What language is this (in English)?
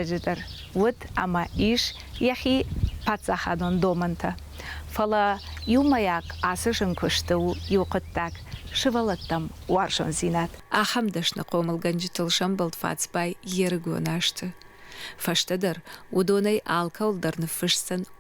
Ossetic